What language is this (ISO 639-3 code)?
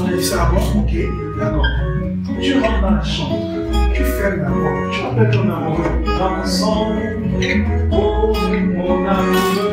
fra